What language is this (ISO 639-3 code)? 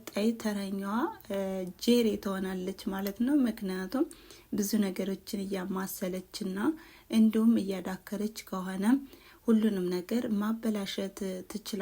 amh